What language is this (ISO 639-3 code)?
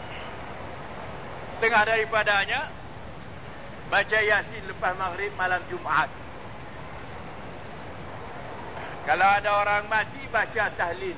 msa